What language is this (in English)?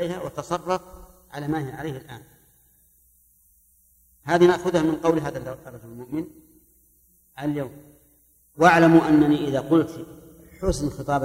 Arabic